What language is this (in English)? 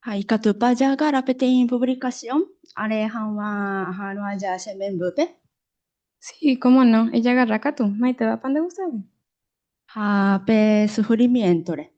Guarani